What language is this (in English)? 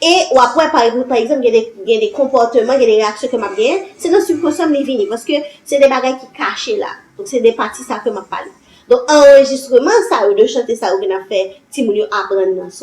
Haitian Creole